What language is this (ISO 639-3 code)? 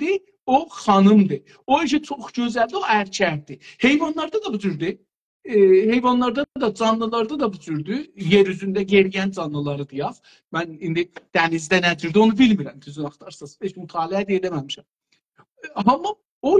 azb